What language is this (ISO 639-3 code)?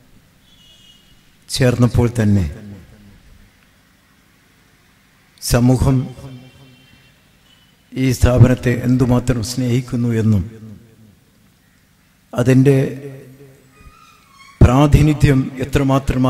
mal